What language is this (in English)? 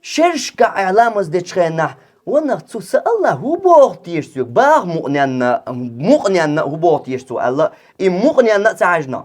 Chechen